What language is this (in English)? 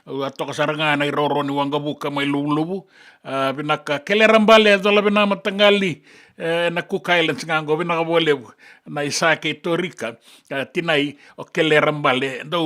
Fijian